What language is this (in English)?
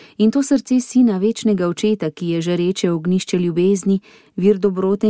Slovenian